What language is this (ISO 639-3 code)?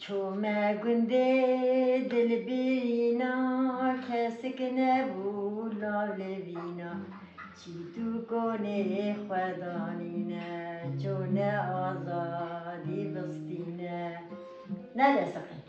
kur